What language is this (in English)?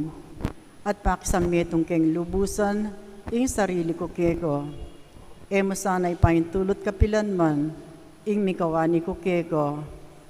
Pampanga